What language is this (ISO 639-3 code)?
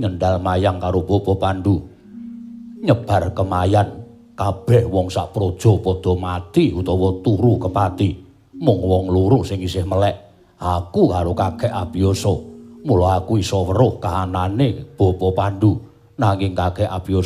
jav